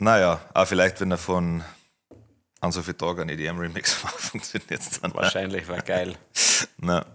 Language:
Bavarian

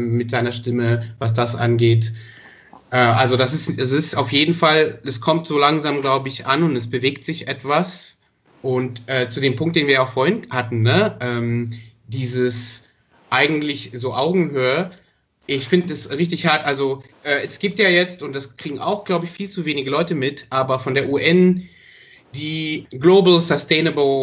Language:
German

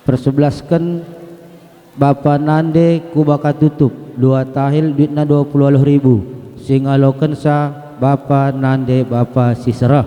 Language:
Batak Karo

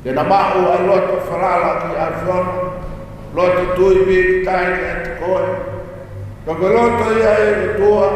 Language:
Tongan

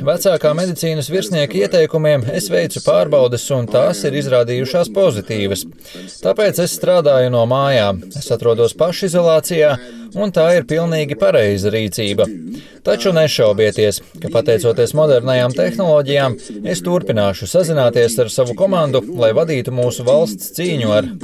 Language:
Latvian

